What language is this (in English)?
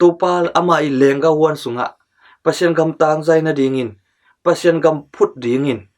Tedim Chin